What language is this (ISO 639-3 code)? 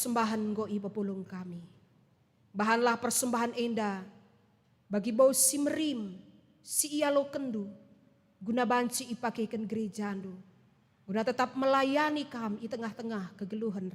btx